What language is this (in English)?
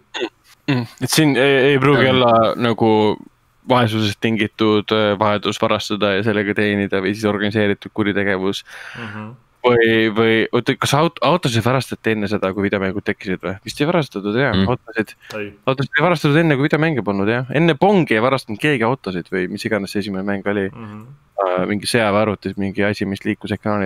Estonian